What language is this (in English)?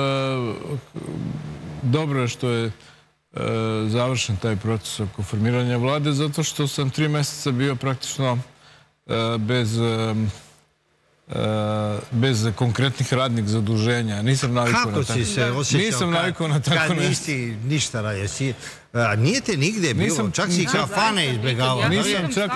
Serbian